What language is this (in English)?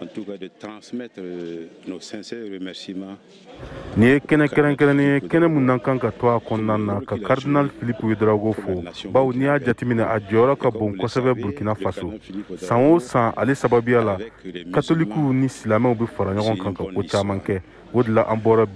Bambara